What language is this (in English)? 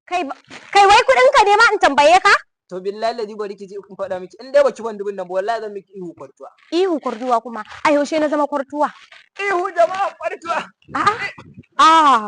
Hausa